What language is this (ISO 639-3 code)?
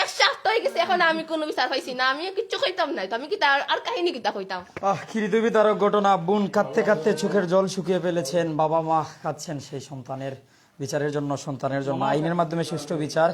syl